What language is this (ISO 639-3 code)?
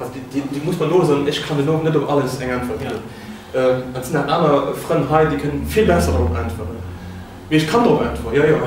ltz